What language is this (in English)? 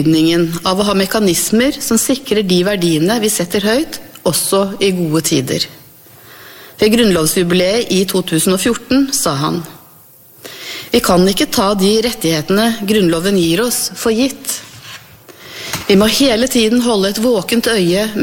Norwegian